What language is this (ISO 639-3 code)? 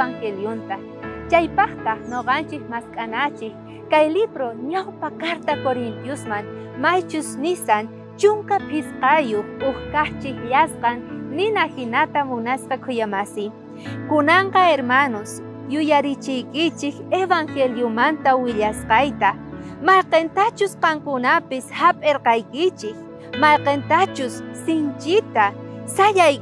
quh